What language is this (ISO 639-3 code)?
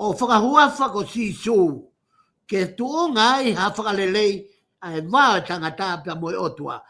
ton